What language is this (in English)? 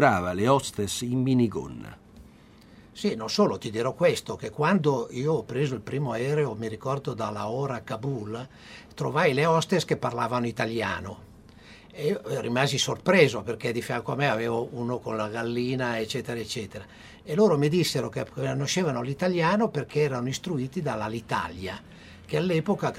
Italian